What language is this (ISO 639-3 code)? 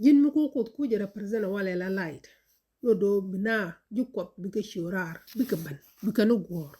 nus